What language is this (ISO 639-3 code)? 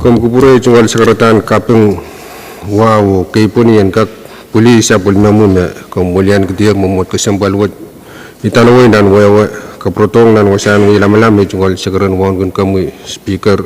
pon